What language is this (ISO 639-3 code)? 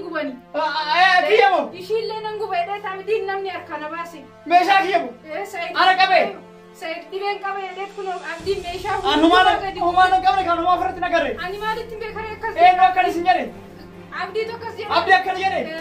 orm